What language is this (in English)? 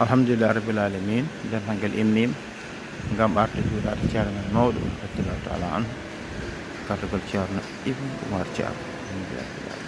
Fula